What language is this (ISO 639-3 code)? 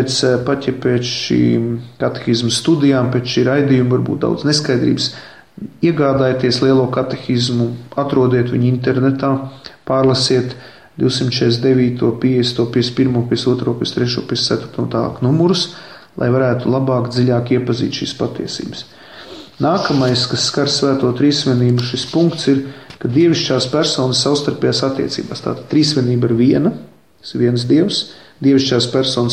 lav